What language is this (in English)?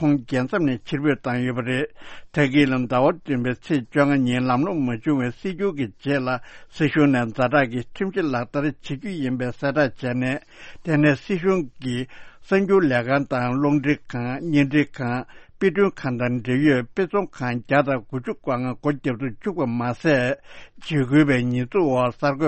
Tibetan